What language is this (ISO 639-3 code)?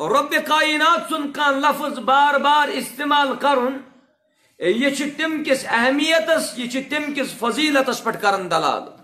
kas